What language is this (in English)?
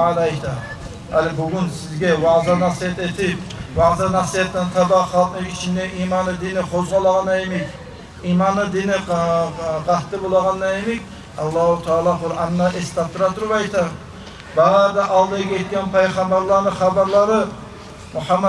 Kumyk